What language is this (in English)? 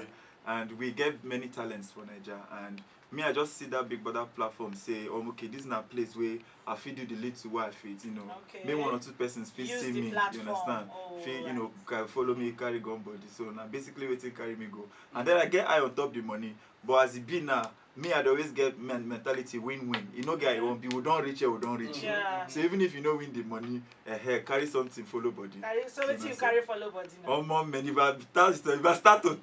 Nigerian Pidgin